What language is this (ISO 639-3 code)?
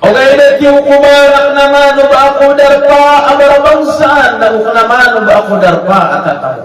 mrw